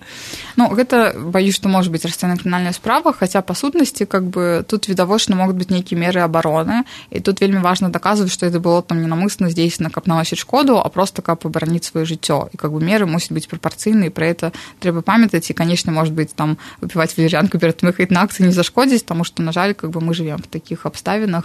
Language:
Belarusian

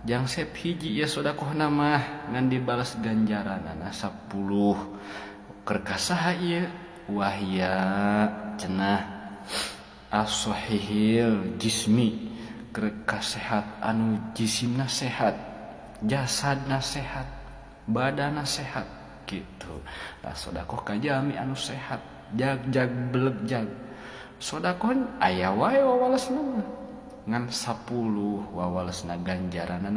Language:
Sundanese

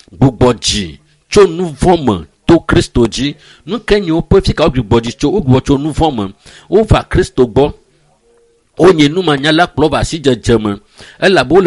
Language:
Ewe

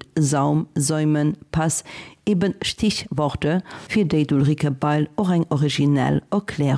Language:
Luxembourgish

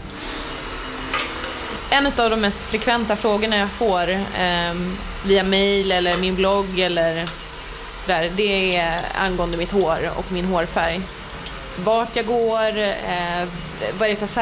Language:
Swedish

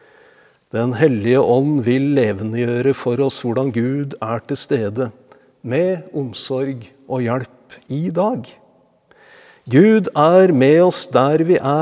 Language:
Norwegian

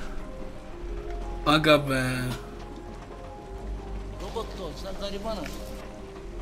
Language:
Turkish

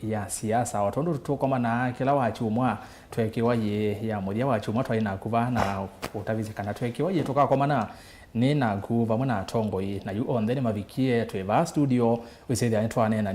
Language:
Kamba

